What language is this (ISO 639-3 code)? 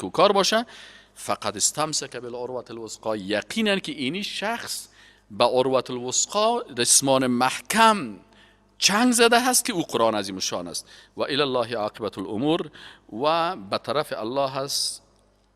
fas